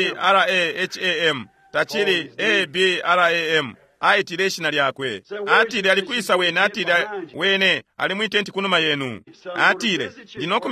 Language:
Bemba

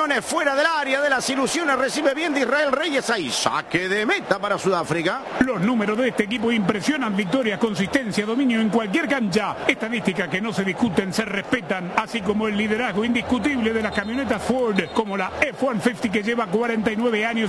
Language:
Spanish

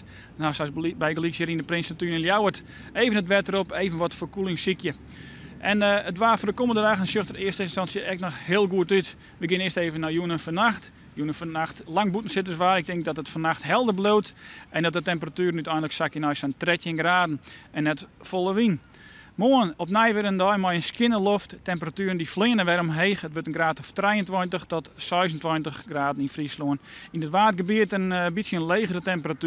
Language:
Western Frisian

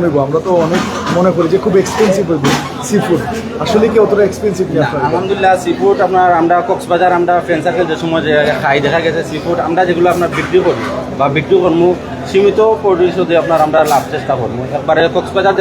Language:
Sylheti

